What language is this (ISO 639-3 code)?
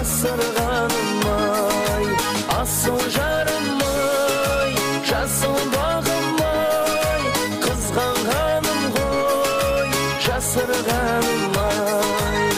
kaa